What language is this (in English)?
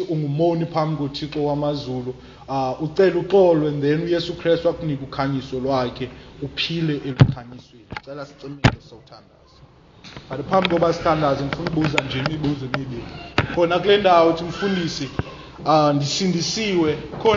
Xhosa